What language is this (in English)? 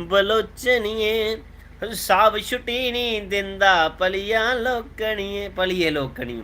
Dogri